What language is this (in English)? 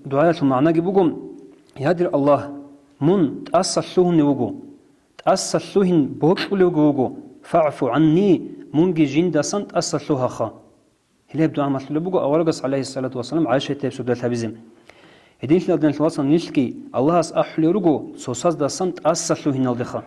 Avaric